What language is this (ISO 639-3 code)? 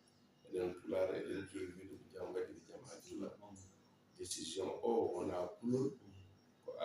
ful